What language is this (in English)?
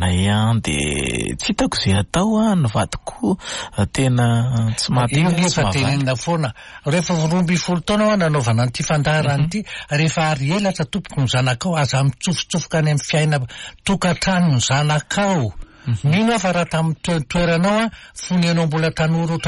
Malagasy